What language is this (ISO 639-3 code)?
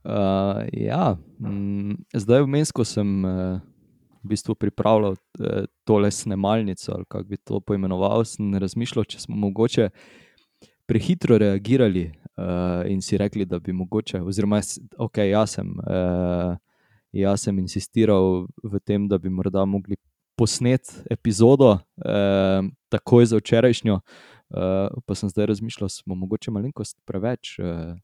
slv